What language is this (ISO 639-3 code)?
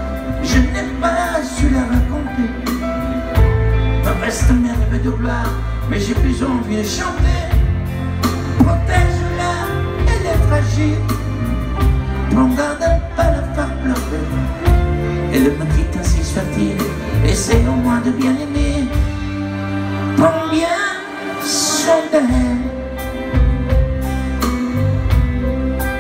fra